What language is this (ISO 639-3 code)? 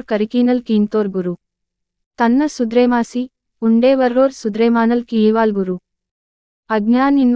gon